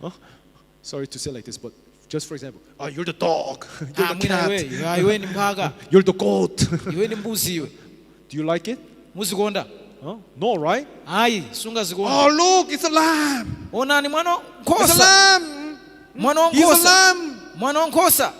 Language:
Nyanja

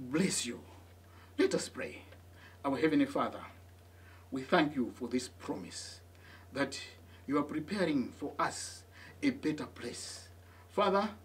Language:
English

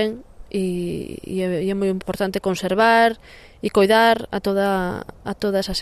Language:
Galician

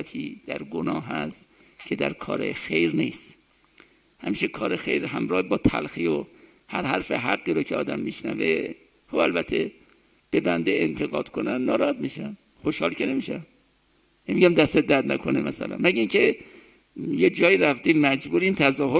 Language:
Persian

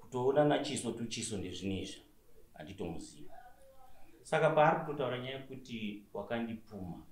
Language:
Shona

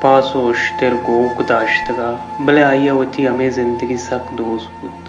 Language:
Baluchi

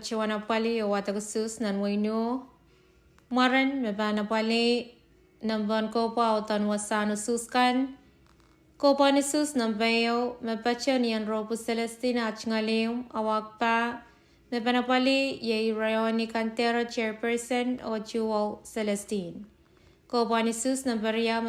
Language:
Pohnpeian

